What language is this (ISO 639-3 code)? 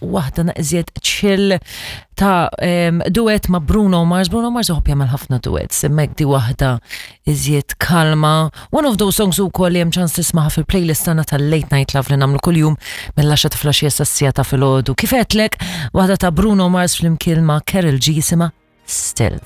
mlt